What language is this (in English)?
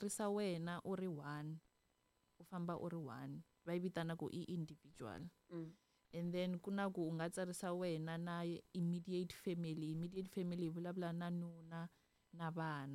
Tsonga